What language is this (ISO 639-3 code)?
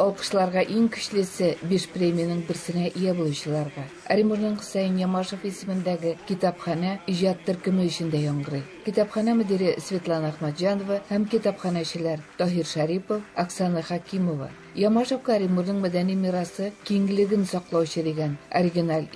tat